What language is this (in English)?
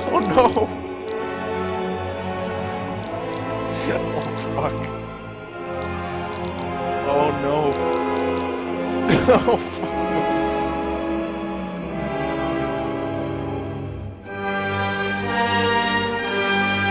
English